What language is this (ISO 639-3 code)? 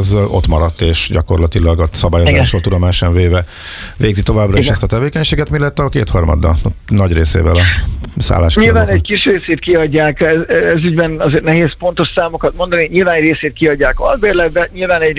hun